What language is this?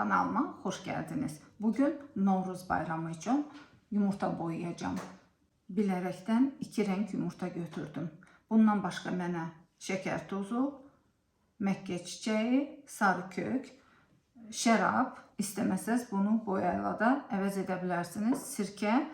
Azerbaijani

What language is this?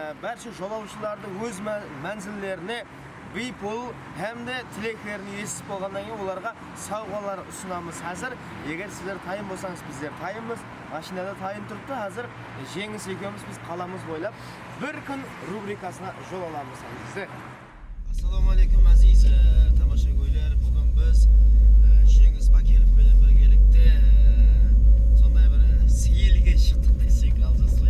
Kara-Kalpak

